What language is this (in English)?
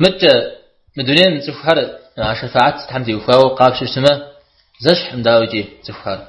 Kabardian